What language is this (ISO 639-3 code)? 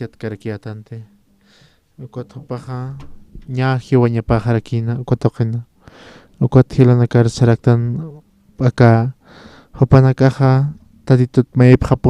aym